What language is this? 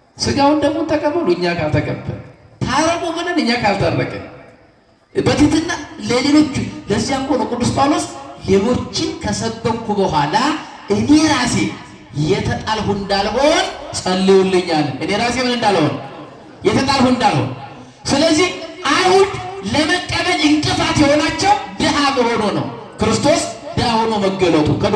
Amharic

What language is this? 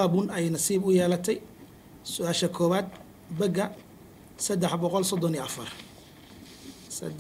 Somali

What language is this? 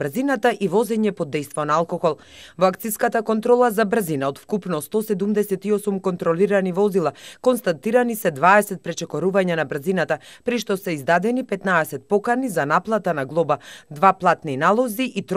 Macedonian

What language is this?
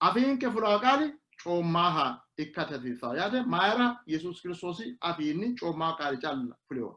Sidamo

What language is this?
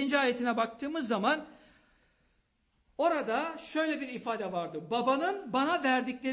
Turkish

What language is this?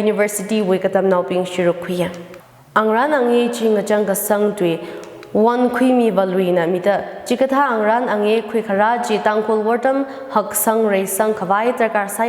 Tangkhul Naga (India)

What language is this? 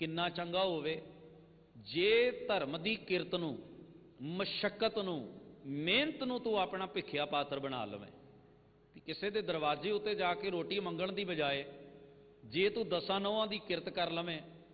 Punjabi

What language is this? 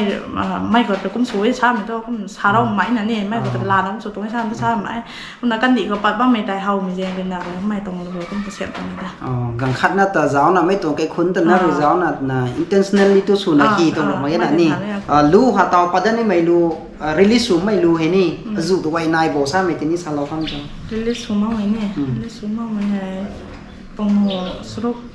Rongmei Naga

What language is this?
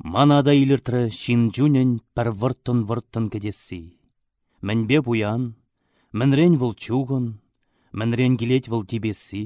Chuvash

